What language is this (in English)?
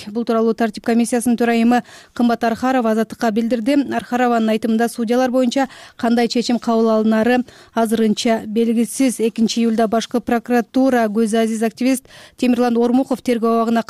Kyrgyz